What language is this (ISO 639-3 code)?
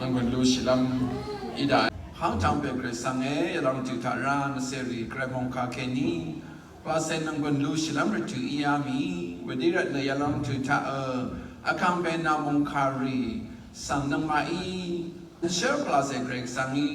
raw